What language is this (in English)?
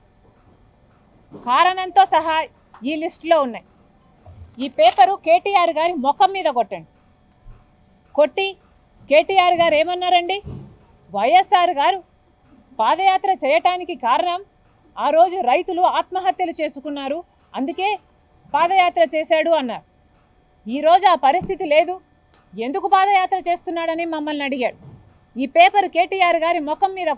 Telugu